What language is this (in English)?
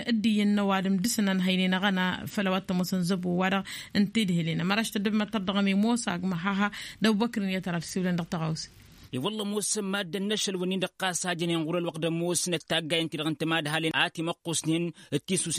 Tamasheq